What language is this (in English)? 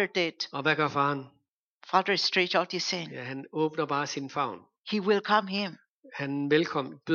Danish